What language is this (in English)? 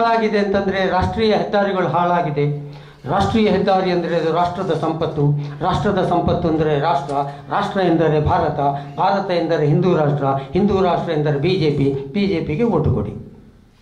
Kannada